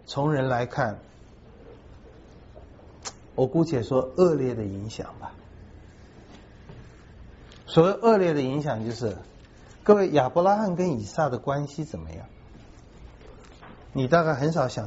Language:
Chinese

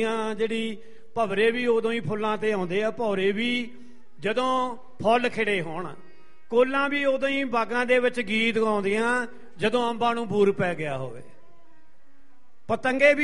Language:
Punjabi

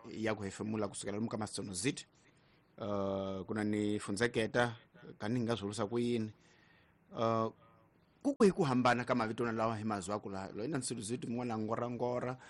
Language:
Tsonga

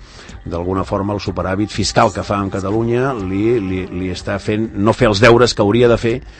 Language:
Catalan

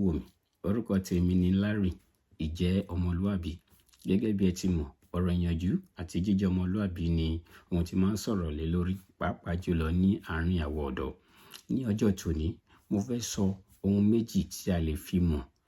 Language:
Yoruba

